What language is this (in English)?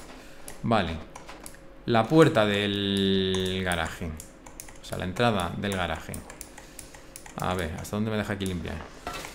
Spanish